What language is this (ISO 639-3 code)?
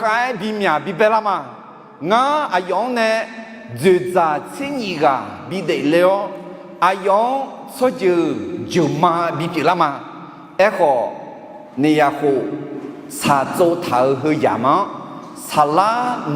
ahk